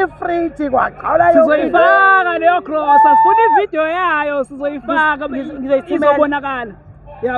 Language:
Zulu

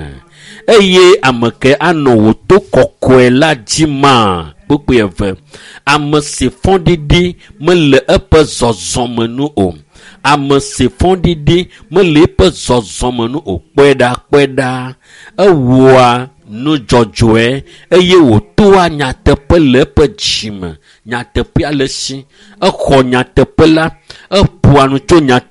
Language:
Ewe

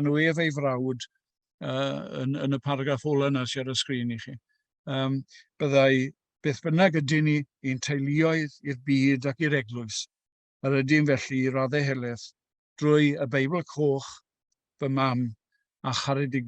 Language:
Welsh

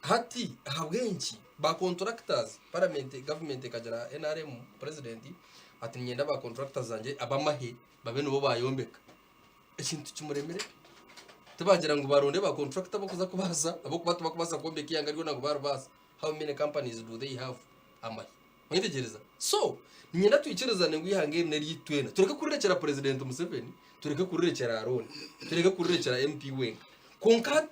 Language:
Nyankole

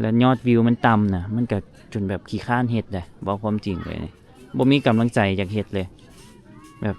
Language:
Lao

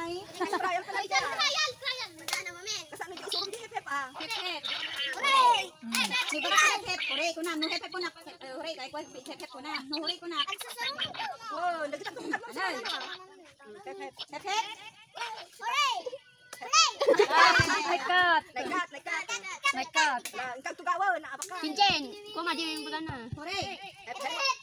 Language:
Filipino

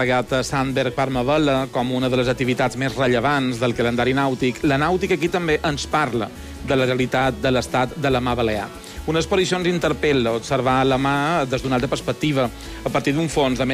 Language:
Catalan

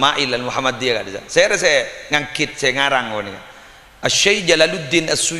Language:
Madurese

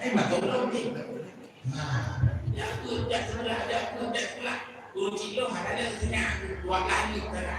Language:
Achinese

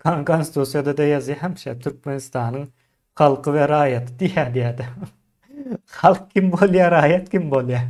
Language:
Turkmen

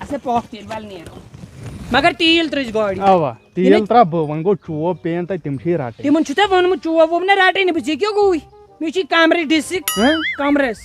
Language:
Kashmiri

